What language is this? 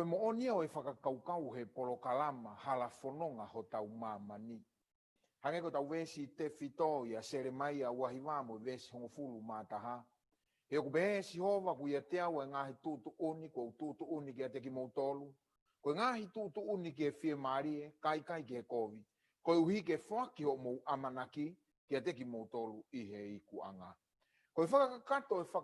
Tongan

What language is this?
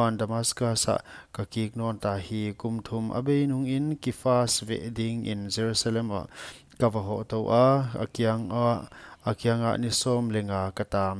Paite Chin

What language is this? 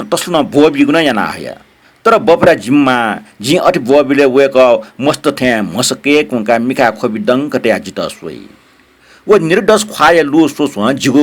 Newari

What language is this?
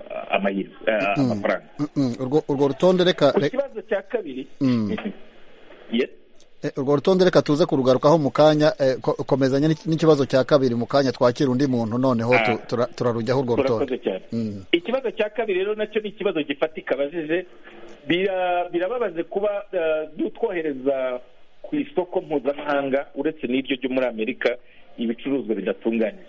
Kinyarwanda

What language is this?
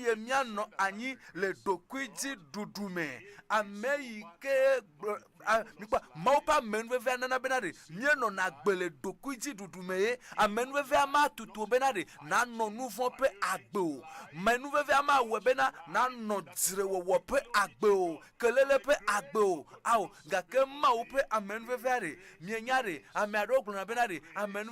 Ewe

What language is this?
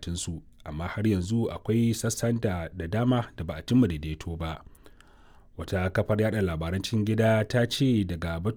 Hausa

